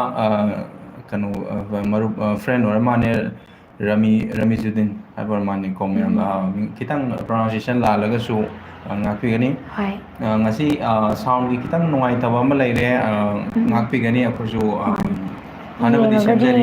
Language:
Manipuri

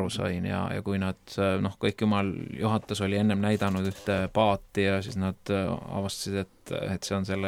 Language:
Estonian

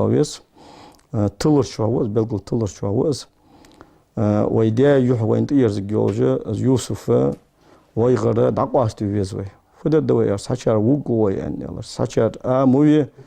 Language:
Ingush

